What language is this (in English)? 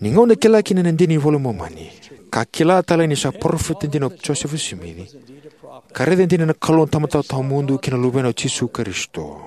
Fijian